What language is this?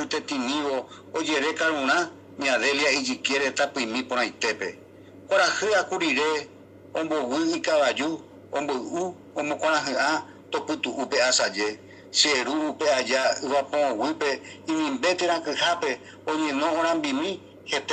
Guarani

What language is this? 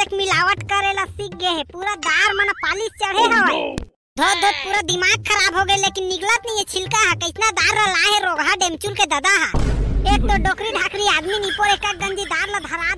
Chhattisgarhi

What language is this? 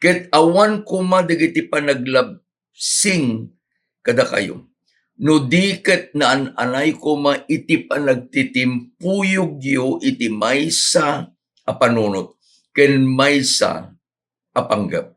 Iloko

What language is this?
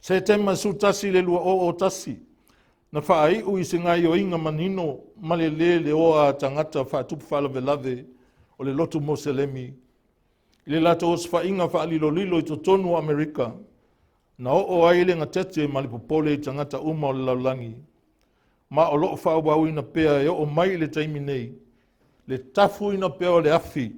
Samoan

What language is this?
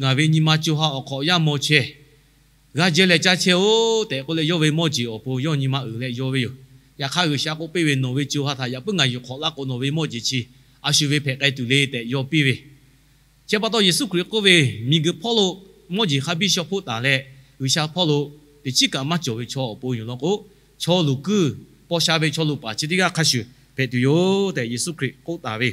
Lahu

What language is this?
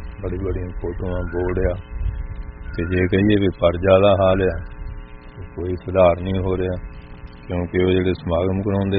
Punjabi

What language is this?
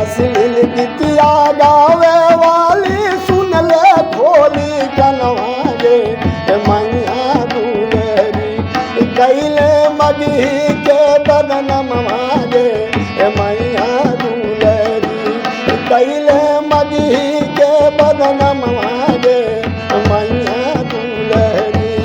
Magahi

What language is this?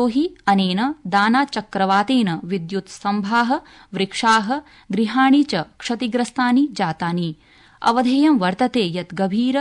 Sanskrit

